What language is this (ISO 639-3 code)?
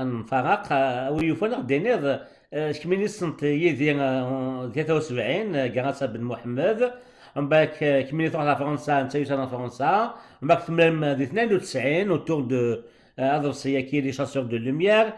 kab